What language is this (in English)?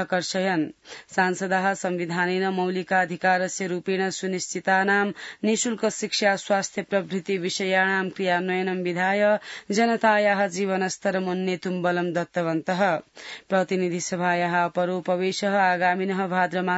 Sanskrit